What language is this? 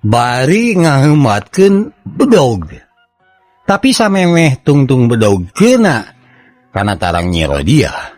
Sundanese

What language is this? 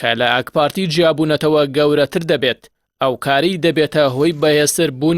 Central Kurdish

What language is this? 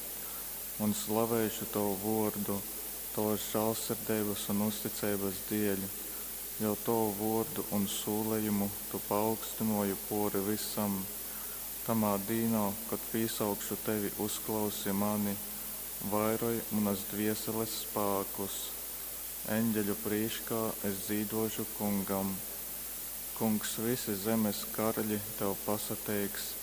Latgalian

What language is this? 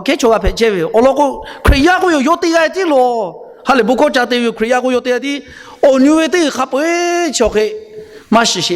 Lahu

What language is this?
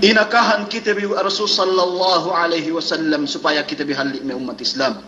Yakan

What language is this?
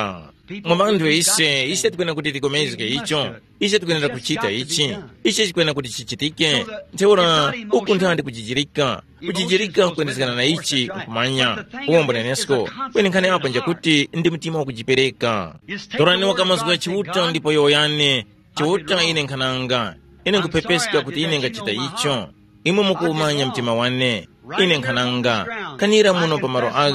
Tumbuka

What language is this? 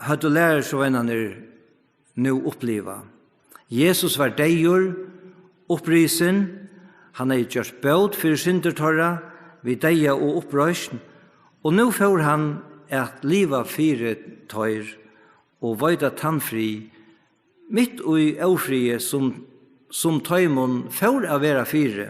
Faroese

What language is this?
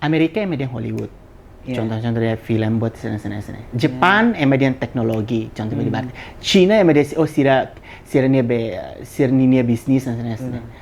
Tetum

